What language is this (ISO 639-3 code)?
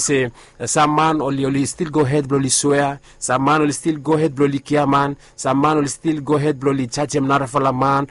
bis